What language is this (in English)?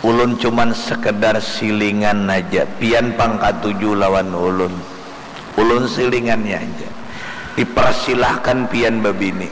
Banjar